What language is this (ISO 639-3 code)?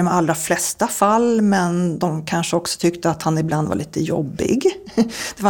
swe